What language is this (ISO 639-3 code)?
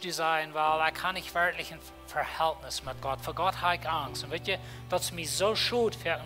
pdt